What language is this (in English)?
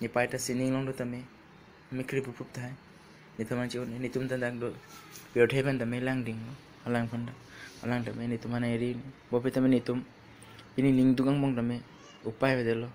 Karbi